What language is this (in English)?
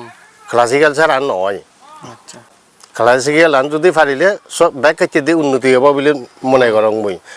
Chakma